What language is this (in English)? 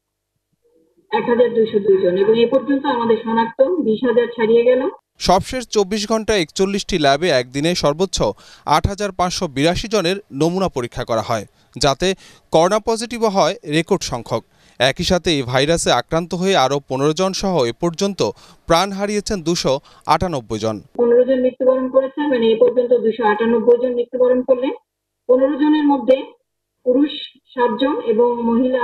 Bangla